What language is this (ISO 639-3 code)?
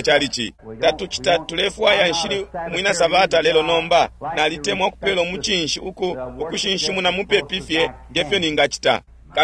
bem